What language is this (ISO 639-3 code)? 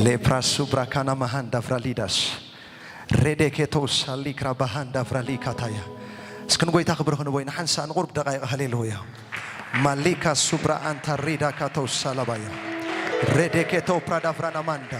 tir